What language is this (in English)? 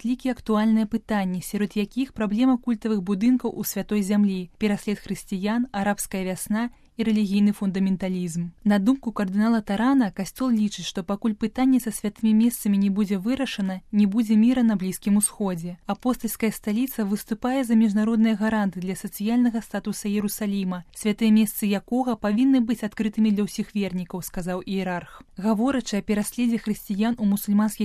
Belarusian